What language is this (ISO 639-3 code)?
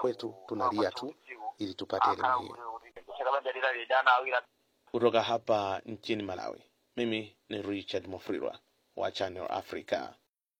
swa